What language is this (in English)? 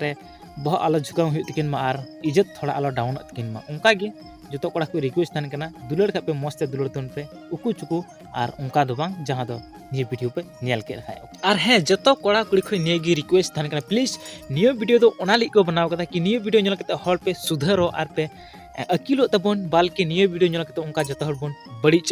Santali